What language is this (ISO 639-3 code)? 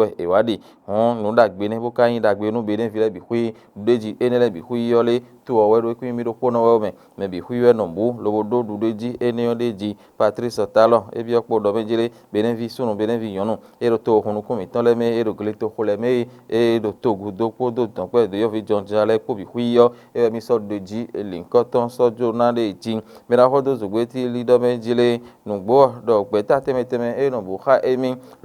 fon